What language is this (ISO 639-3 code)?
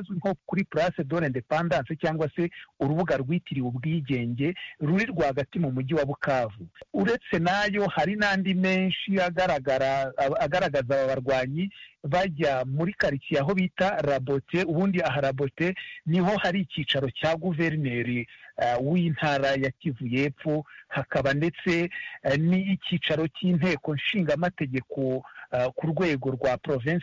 kin